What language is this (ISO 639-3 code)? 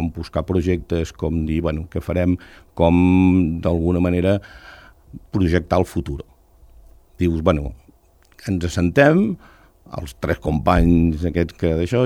cat